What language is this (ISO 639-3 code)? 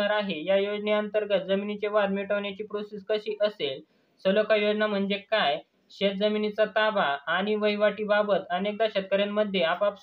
mar